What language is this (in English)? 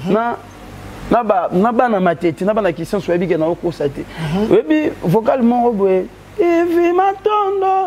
Lingala